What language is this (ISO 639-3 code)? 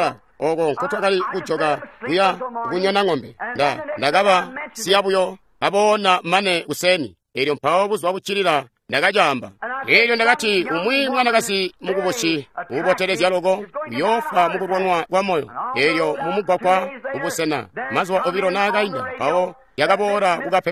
toi